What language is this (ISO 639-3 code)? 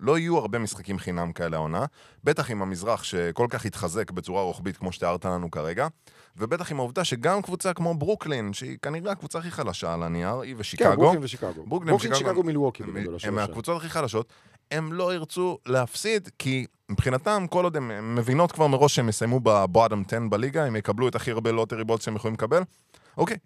heb